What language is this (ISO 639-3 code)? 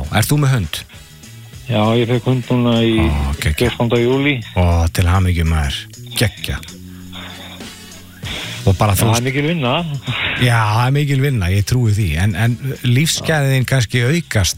isl